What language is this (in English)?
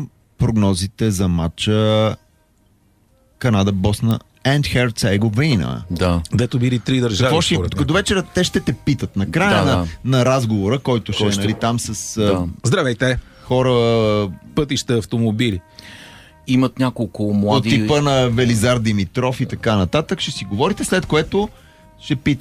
Bulgarian